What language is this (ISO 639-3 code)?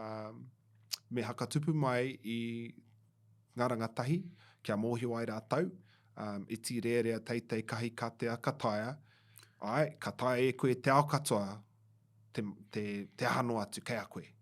mri